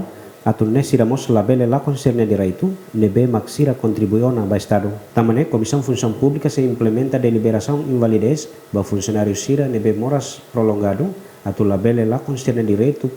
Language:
Tetum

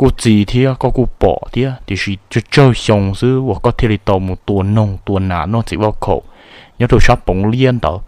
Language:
Hmong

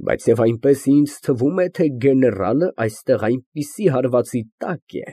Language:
Armenian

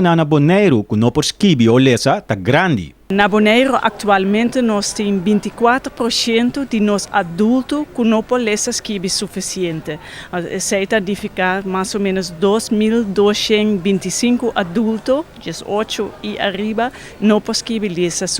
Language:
Papiamento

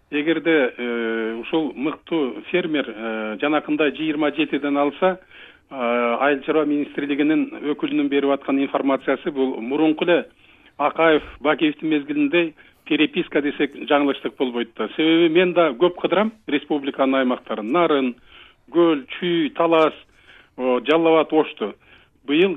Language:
Kyrgyz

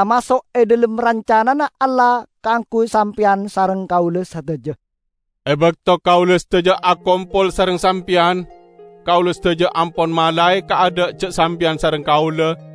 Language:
Madurese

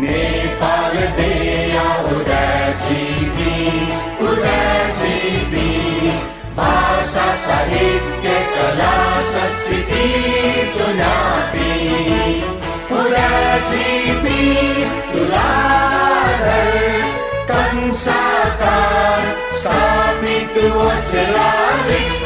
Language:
Newari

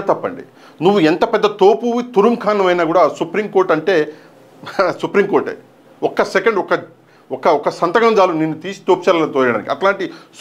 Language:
Telugu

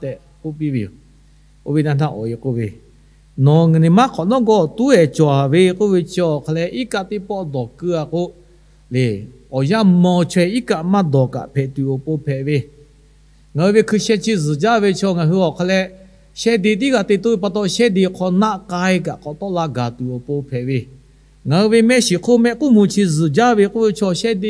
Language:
Lahu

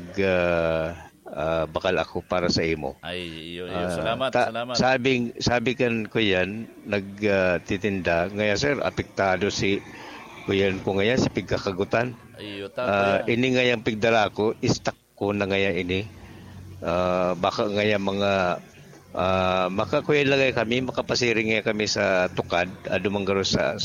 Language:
Bikol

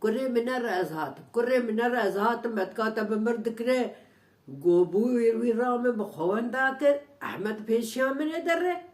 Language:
Kurdish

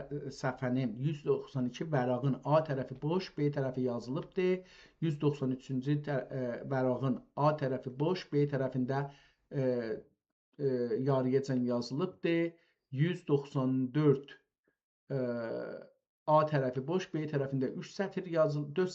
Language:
South Azerbaijani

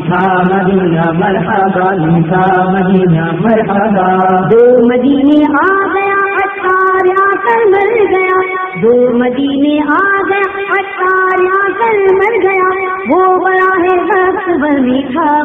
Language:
Urdu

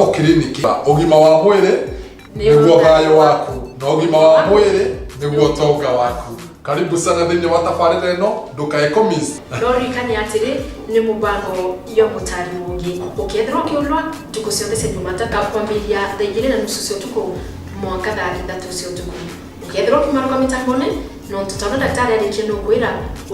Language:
Meru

